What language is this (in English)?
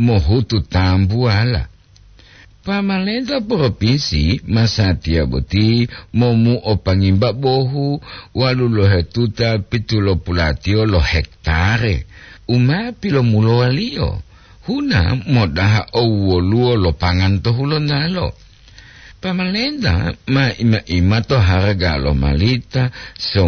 Gorontalo